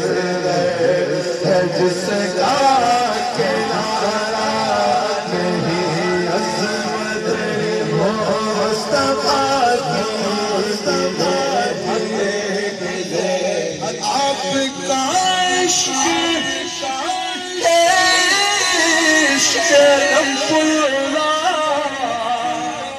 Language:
Urdu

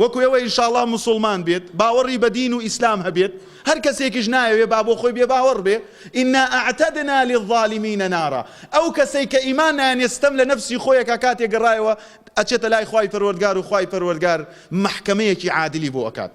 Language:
Central Kurdish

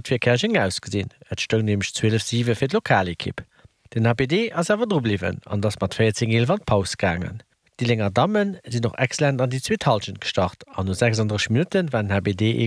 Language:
Luxembourgish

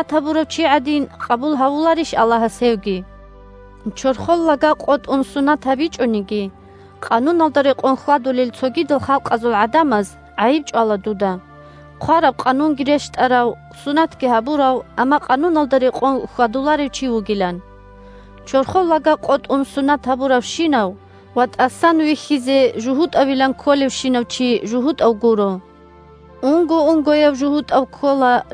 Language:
Avaric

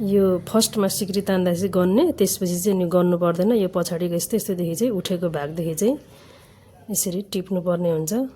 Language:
Nepali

